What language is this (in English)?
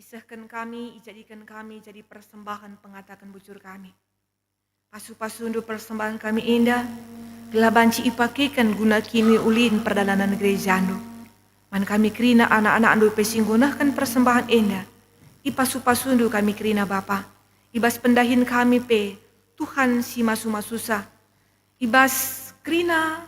Batak Karo